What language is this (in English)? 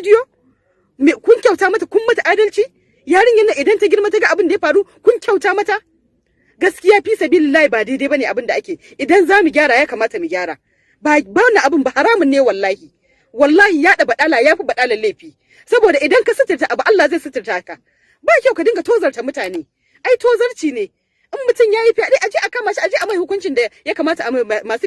Hausa